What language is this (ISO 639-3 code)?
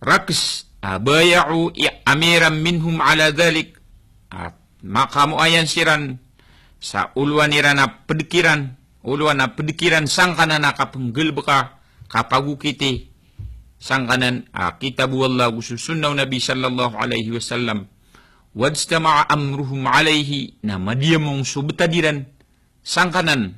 mrw